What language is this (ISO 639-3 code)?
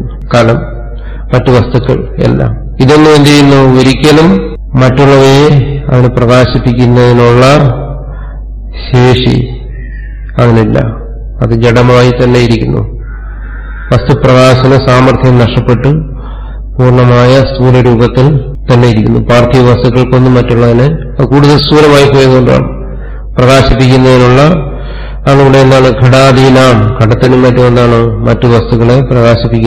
mal